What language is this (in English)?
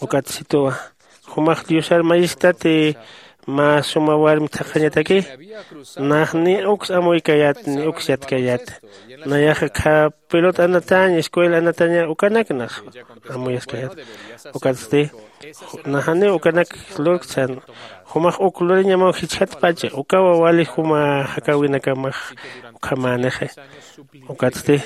Aymara